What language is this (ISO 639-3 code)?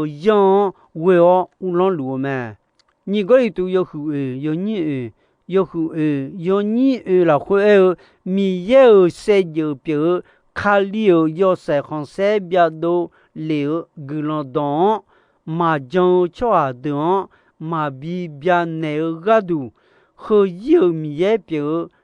ahk